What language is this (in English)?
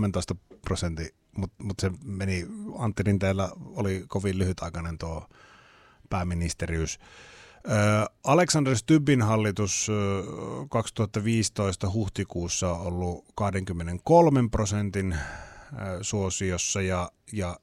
Finnish